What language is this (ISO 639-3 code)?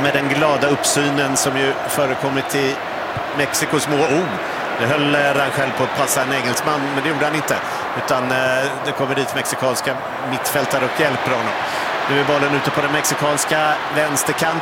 swe